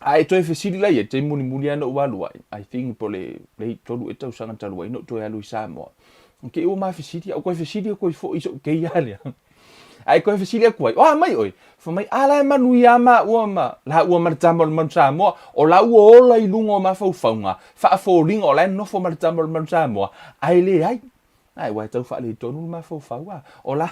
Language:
Samoan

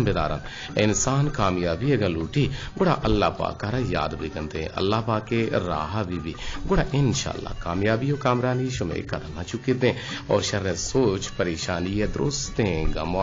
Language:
Eastern Balochi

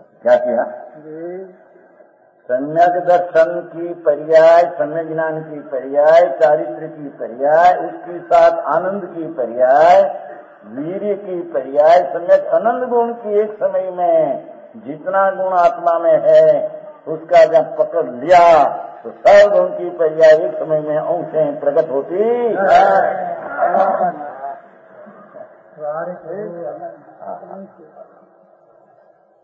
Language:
Hindi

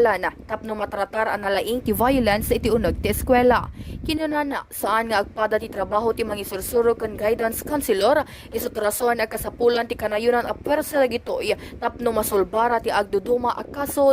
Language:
Iloko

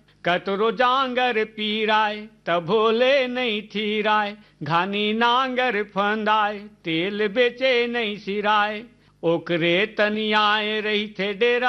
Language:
Chhattisgarhi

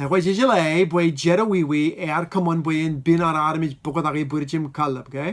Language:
Marshallese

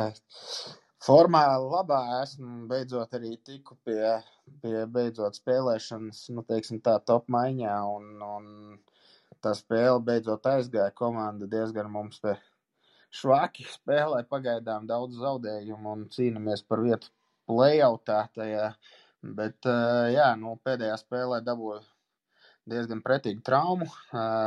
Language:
Latvian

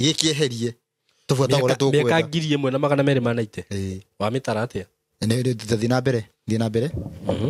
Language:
Kikuyu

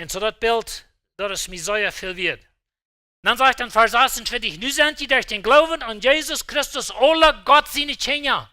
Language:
Plautdietsch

